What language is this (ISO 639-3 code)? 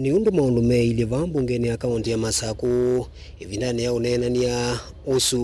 kam